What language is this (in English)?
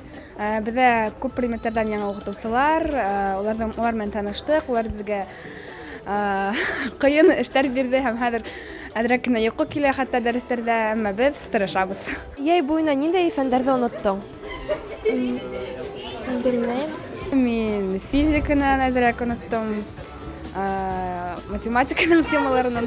Bashkir